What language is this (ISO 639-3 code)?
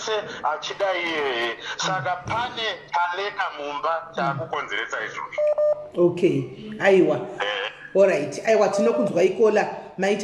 sna